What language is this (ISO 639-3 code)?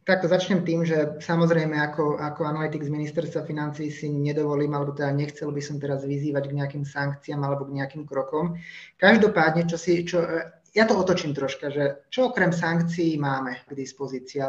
slk